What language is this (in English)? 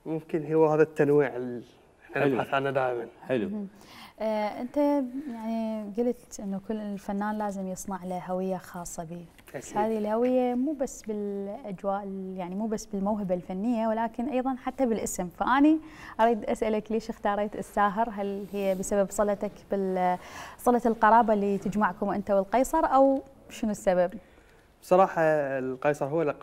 Mesopotamian Arabic